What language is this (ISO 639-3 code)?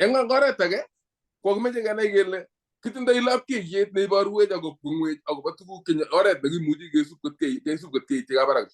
kln